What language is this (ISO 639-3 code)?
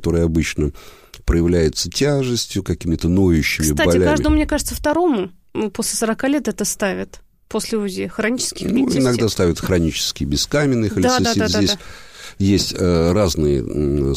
rus